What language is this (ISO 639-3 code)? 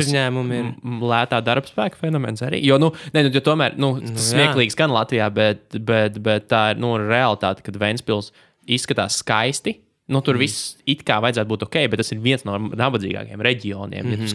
lav